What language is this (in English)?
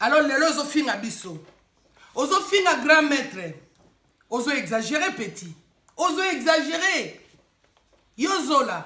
Lingala